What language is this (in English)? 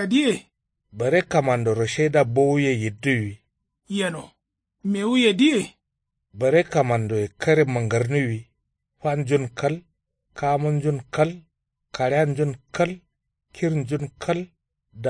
Kanuri